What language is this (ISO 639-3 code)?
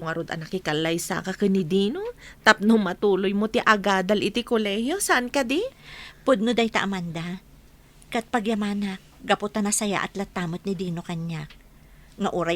ilo